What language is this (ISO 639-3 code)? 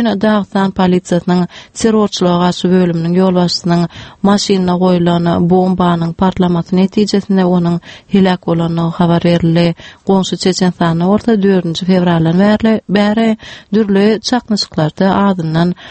tuk